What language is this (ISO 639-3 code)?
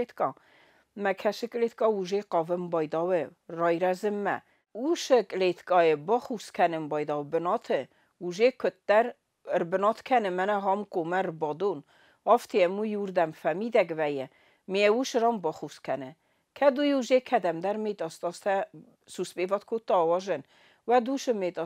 oss